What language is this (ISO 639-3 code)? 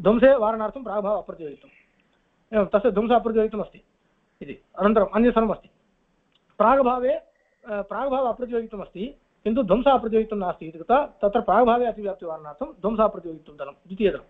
san